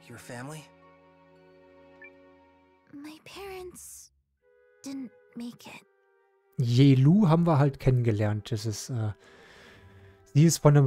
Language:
German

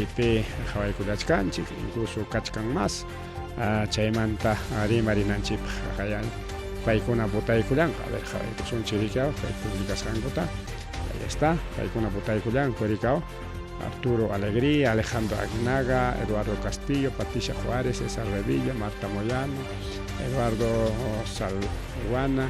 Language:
Ayacucho Quechua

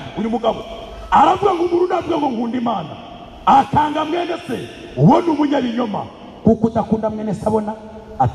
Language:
Kinyarwanda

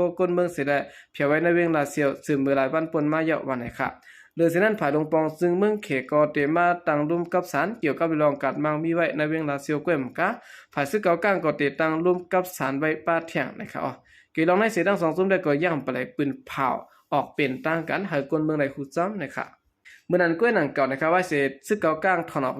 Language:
Shan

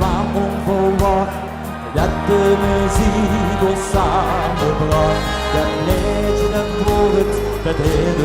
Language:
Limburgish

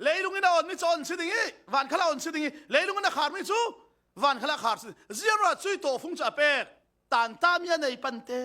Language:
Falam Chin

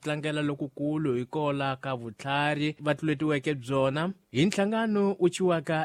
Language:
Tsonga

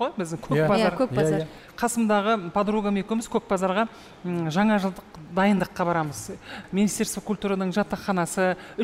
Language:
Kazakh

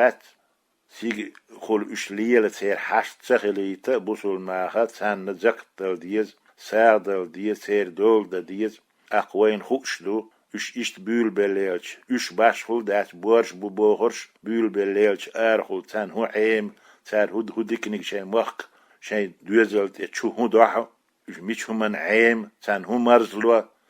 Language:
Chechen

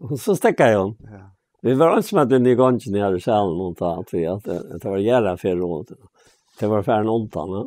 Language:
Faroese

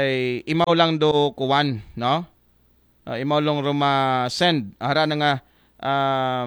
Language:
Aklanon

